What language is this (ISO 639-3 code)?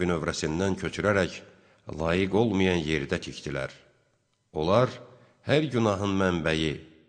aze